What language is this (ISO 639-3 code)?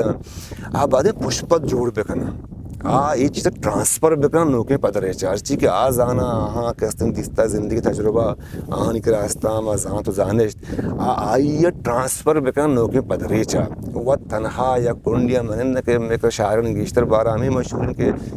bgp